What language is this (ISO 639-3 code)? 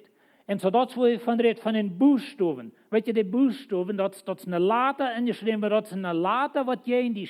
pdt